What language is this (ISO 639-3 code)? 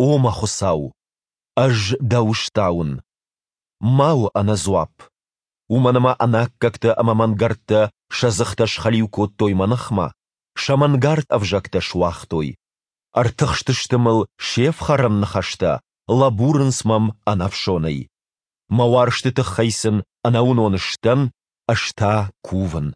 oss